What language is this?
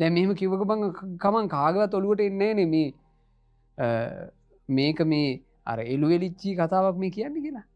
Sinhala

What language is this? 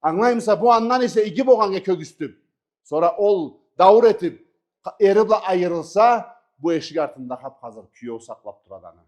Karachay-Balkar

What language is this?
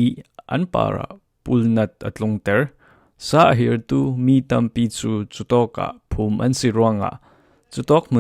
Falam Chin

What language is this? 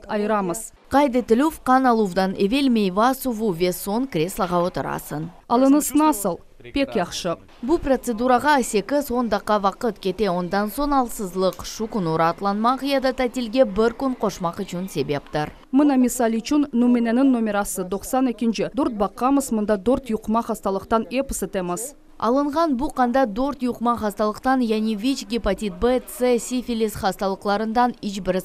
Crimean Tatar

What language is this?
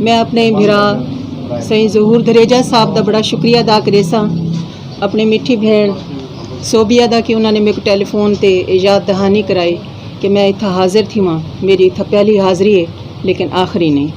Saraiki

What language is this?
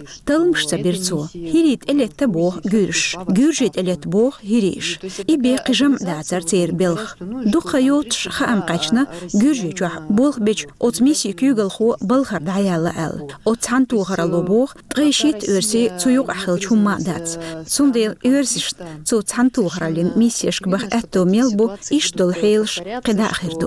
Chechen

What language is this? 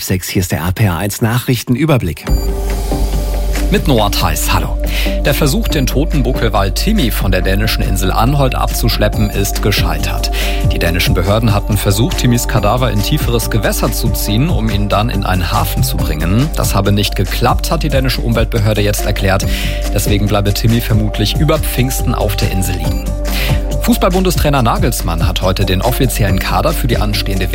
German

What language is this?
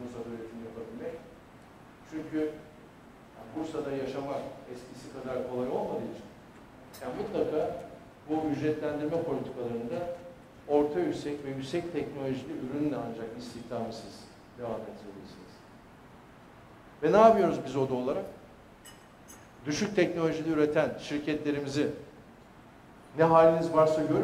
Turkish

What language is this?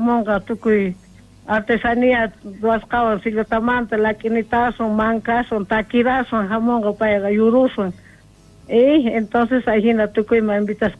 South Bolivian Quechua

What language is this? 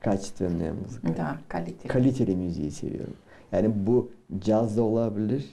Gagauz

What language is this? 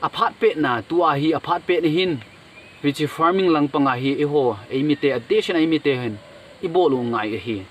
Thado Chin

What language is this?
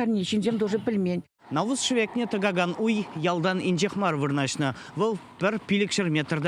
Chuvash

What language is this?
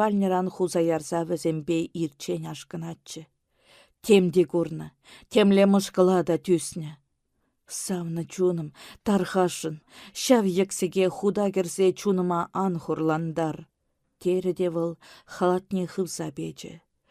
Chuvash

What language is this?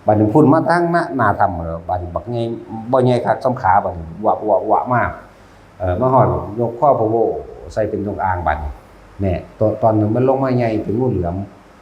Northeastern Thai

